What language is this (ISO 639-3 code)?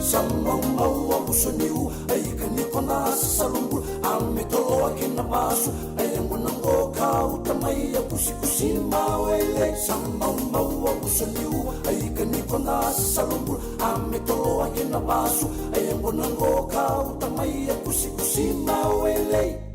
fij